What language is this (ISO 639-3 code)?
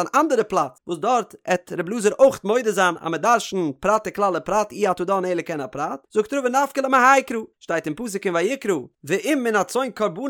yid